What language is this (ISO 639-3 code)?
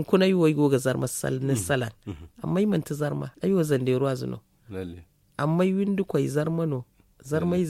dje